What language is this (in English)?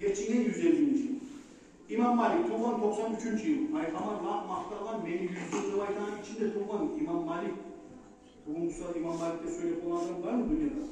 Kumyk